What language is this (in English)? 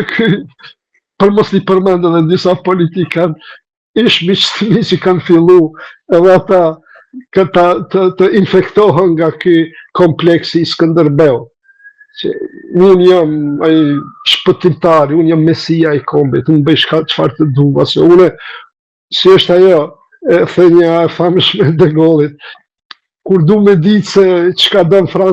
Albanian